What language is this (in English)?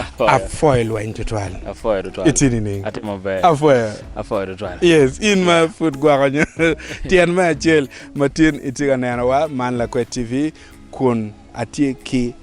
Acoli